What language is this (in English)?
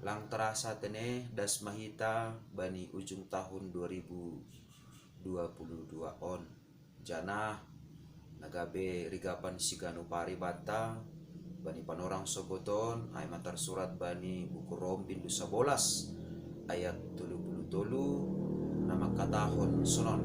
Batak Simalungun